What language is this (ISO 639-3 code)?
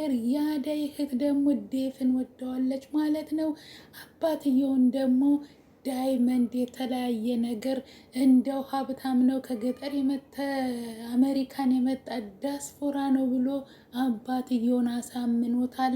amh